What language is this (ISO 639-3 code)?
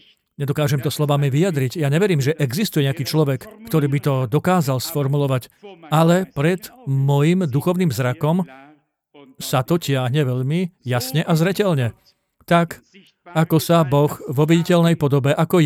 slk